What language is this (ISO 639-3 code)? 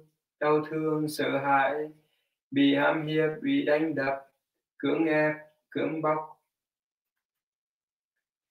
vie